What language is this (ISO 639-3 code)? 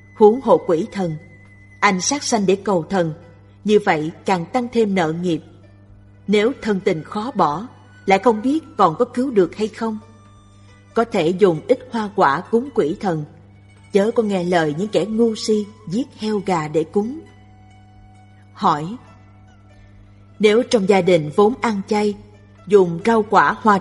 vie